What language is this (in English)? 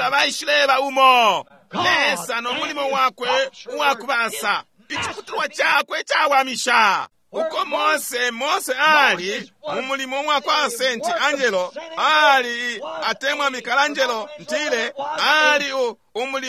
Bemba